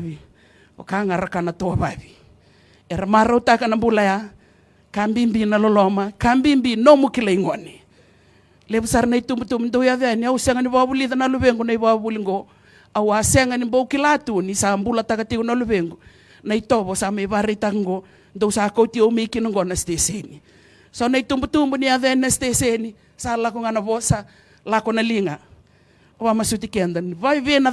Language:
Fijian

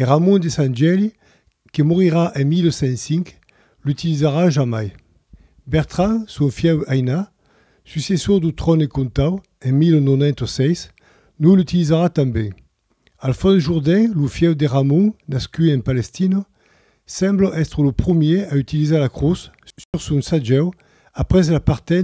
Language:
Occitan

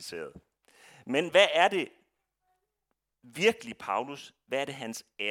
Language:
Danish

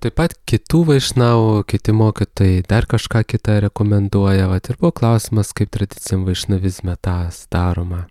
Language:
Lithuanian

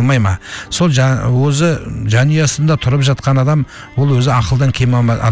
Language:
Kazakh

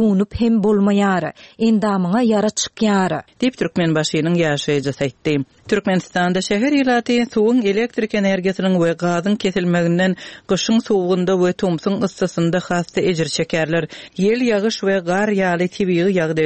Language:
Turkmen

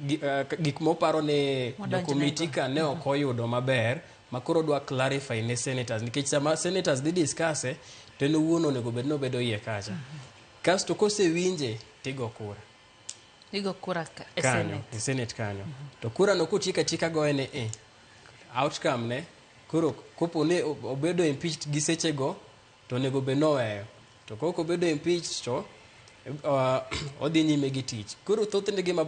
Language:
Luo (Kenya and Tanzania)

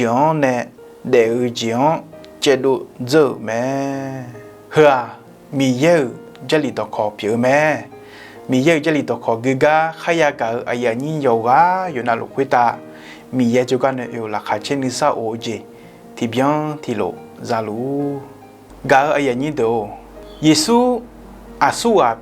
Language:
Akha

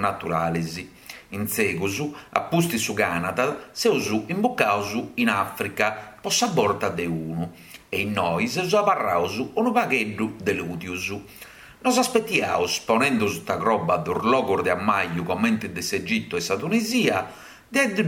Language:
Sardinian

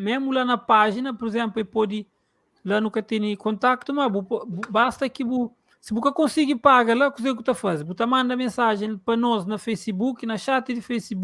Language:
Kabuverdianu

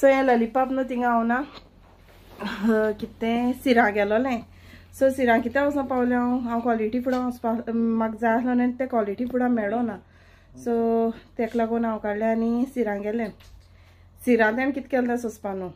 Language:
Konkani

